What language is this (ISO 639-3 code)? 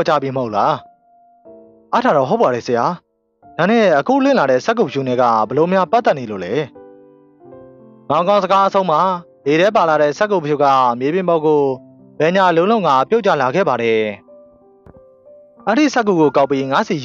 mya